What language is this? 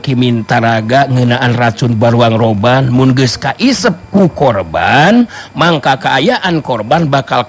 Sundanese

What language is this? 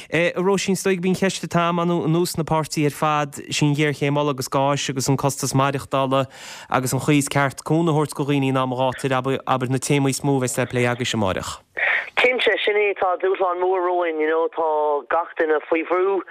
Irish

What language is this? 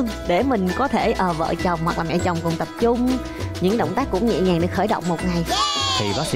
Vietnamese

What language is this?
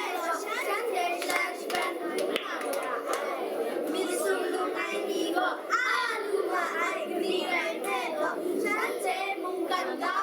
Kachin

